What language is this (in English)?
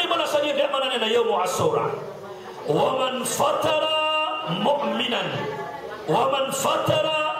Maranao